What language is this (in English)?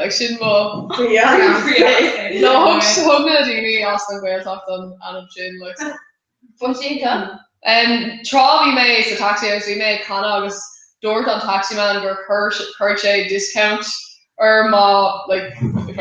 Irish